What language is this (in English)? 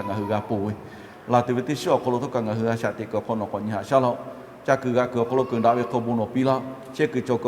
Lahu